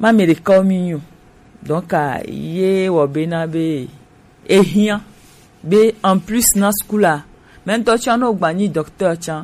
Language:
Gen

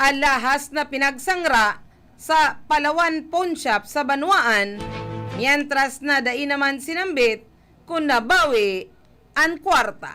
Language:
Bikol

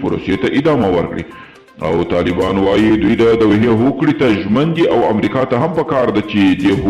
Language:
Pashto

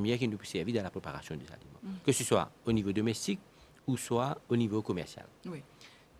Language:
Morisyen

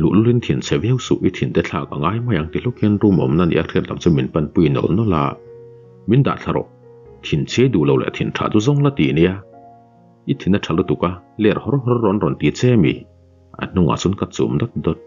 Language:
Mizo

